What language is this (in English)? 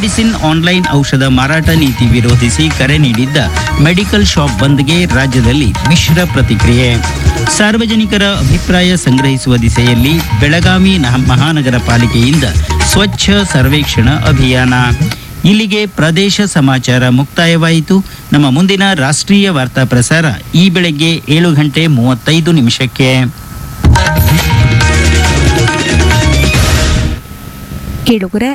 Kannada